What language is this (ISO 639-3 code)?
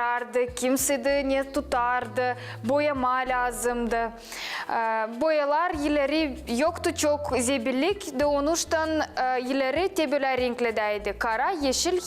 gag